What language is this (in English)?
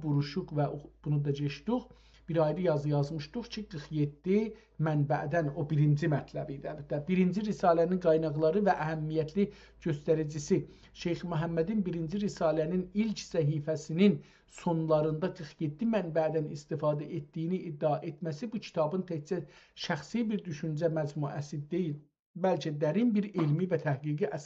South Azerbaijani